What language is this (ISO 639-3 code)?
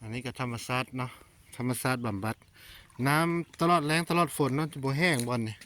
lao